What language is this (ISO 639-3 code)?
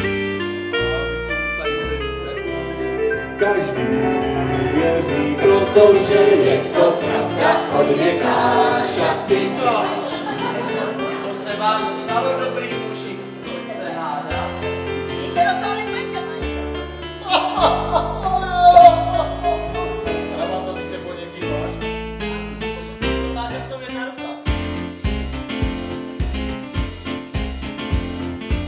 ces